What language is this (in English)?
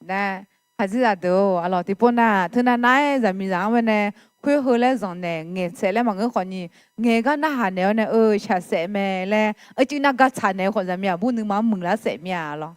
Akha